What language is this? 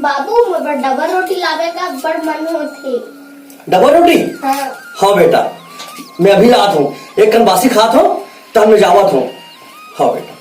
Chhattisgarhi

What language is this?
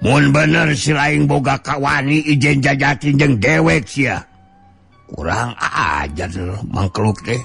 Sundanese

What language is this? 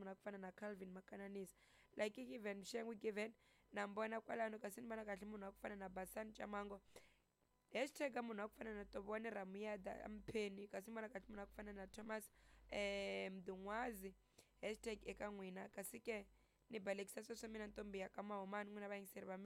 Tsonga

